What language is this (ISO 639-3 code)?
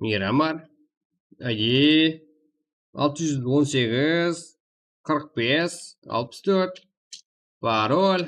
kaa